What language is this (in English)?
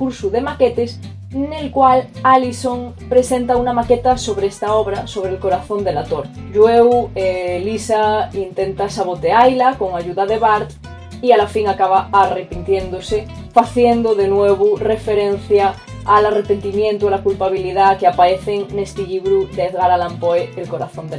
Asturian